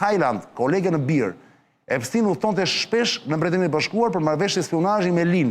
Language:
Albanian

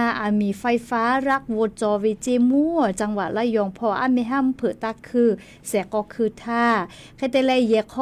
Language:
Lahu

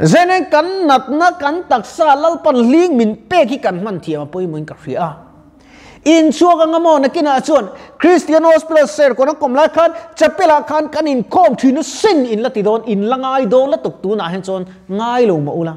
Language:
Mizo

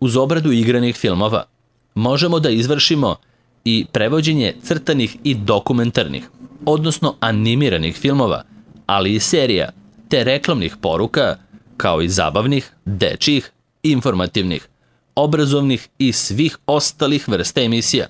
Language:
Serbian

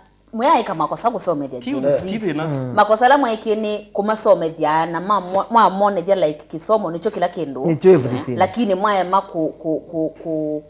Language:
Kamba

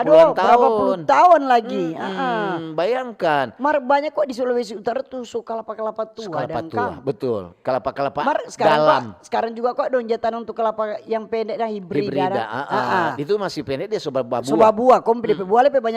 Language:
Manado Malay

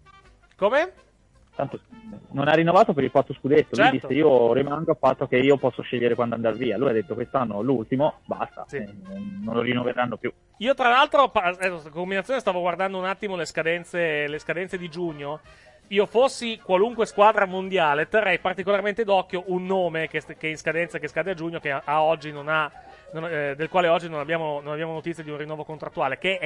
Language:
Italian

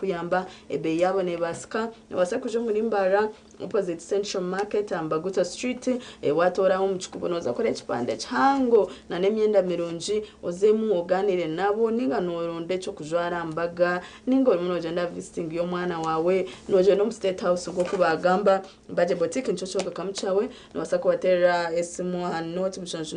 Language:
Nyankole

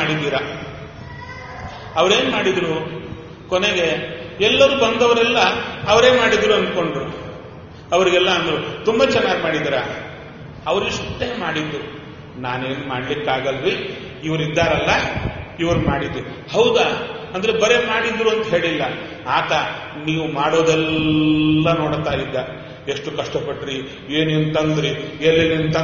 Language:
Kannada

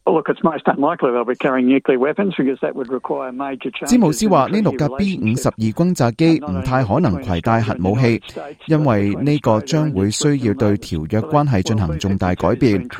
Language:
Cantonese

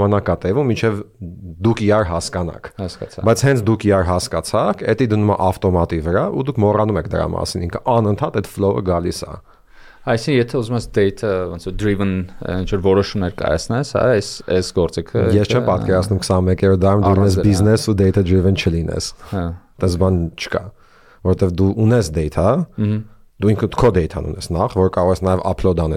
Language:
Armenian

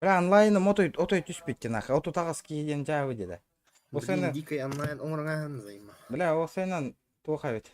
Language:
Yakut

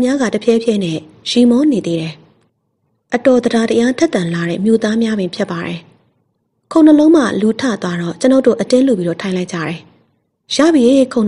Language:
Burmese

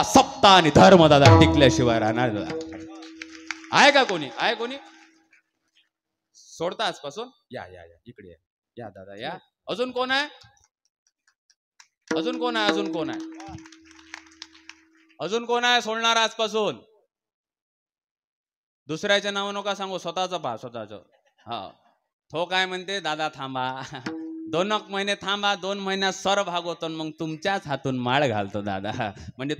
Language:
Marathi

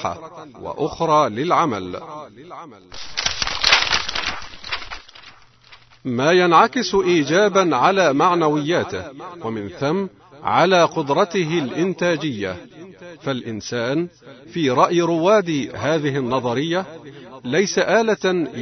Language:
Arabic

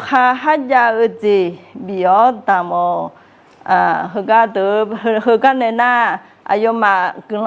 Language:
Akha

